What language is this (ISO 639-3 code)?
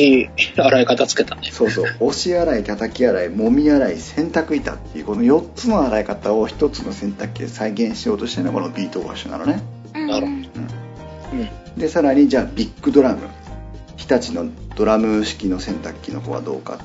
jpn